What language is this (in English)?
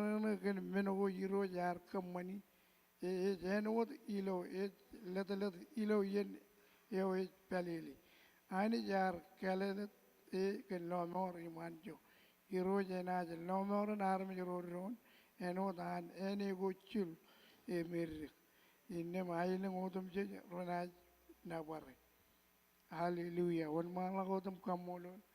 Marshallese